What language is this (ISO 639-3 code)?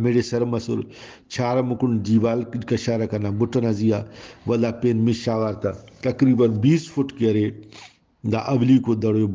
brh